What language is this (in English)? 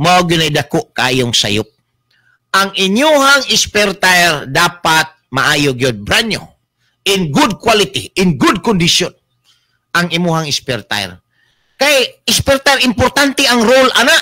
Cebuano